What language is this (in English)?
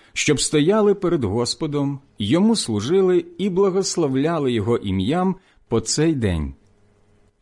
Ukrainian